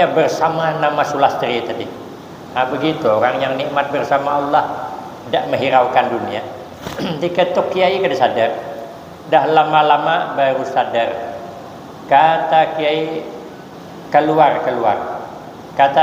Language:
Banjar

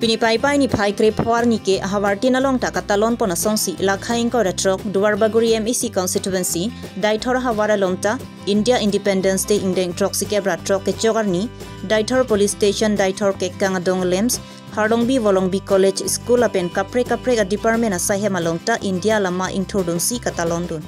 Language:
Karbi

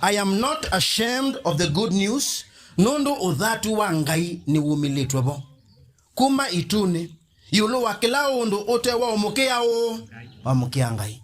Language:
Kamba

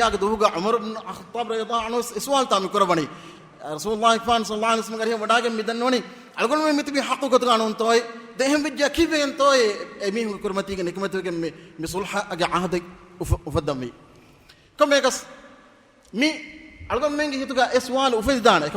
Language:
Divehi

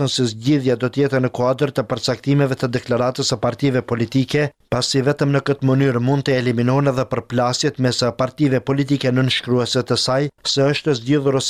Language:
Albanian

